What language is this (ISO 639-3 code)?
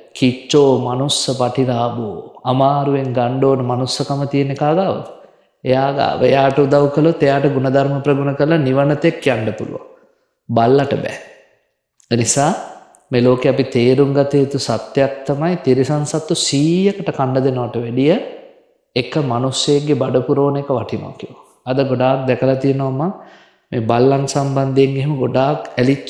sin